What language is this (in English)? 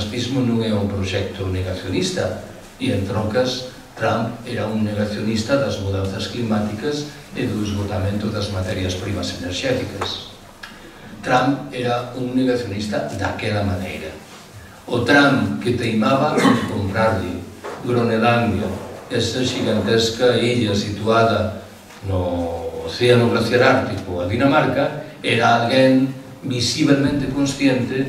Galician